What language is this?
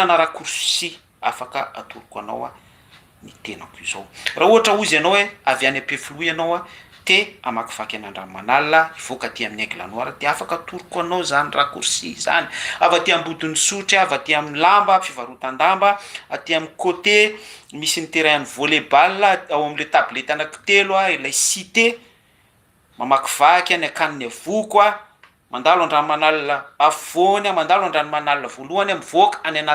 Malagasy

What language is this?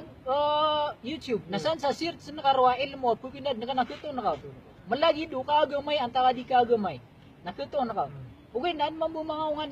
Maranao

